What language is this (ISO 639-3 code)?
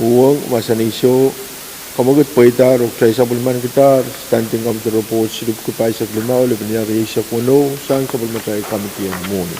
pon